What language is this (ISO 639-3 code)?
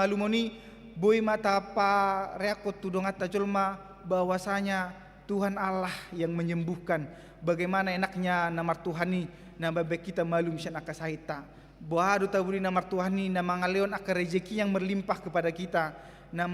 bbc